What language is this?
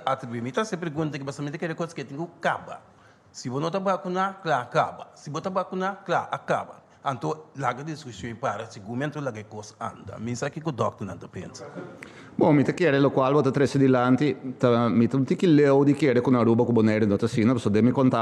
Papiamento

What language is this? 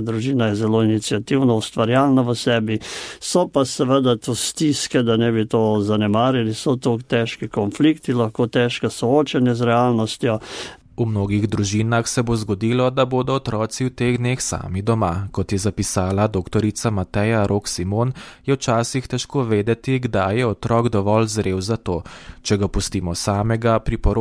Slovenian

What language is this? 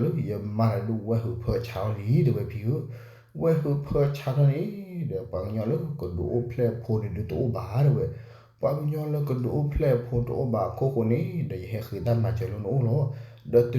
S'gaw Karen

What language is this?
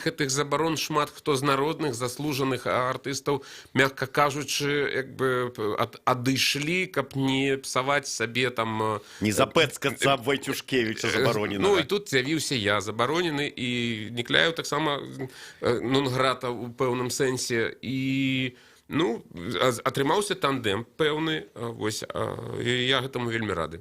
Belarusian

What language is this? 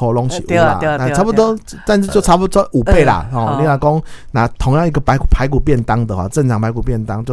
Min Nan Chinese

